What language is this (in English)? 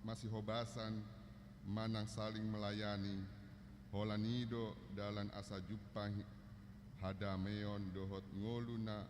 Batak Toba